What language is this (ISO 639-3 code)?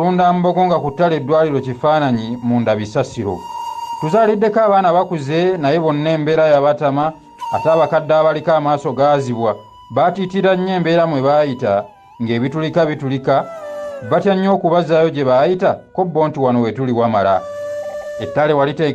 lug